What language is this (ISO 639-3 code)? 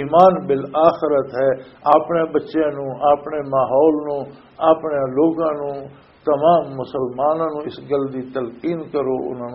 lah